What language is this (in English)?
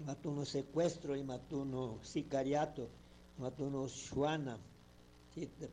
Chimborazo Highland Quichua